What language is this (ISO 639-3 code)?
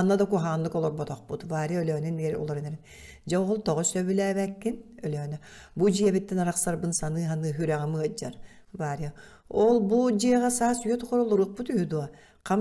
sah